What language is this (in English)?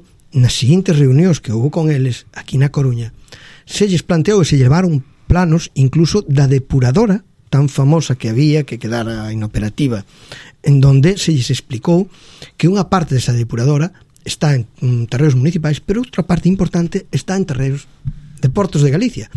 Galician